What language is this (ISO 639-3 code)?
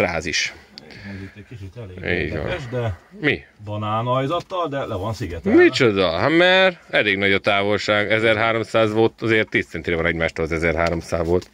hun